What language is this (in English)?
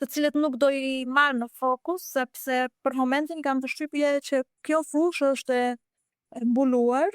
Albanian